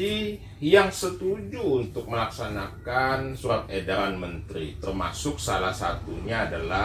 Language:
Indonesian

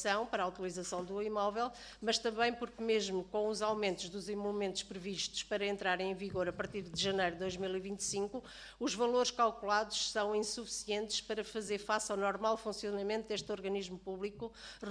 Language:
Portuguese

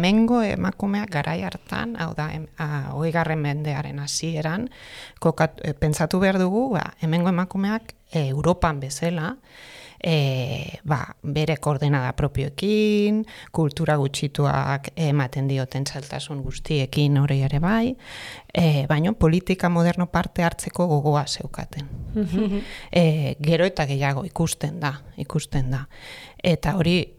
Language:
Basque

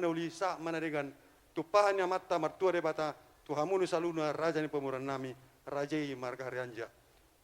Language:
Batak Toba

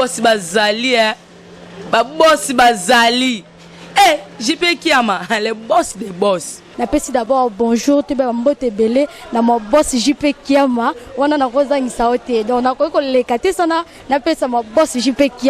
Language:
Lingala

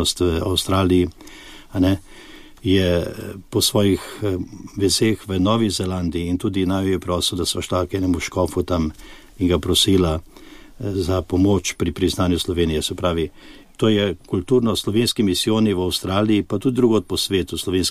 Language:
Slovenian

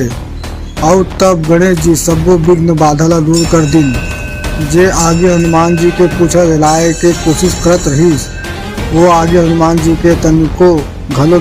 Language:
Chhattisgarhi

